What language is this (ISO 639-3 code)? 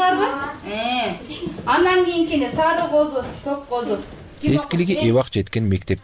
kir